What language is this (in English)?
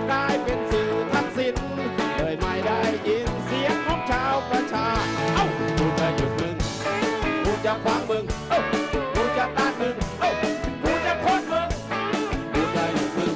Thai